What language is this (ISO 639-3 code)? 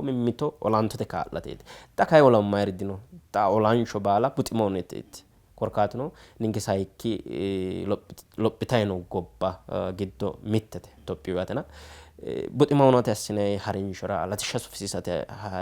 sid